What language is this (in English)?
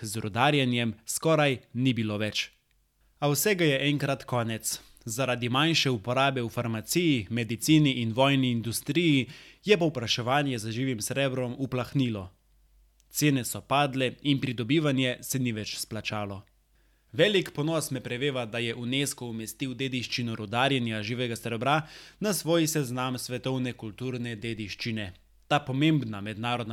Slovenian